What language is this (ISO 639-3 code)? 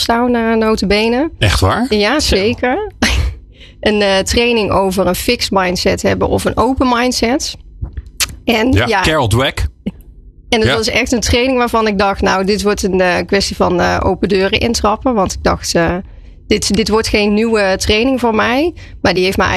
nld